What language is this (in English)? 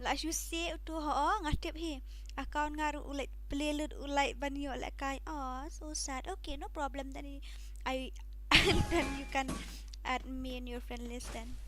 Khasi